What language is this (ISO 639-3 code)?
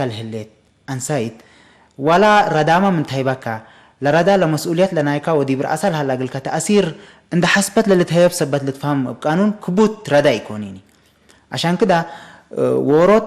tig